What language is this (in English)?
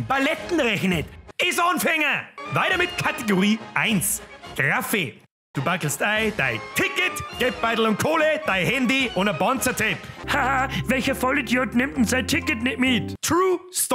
Bavarian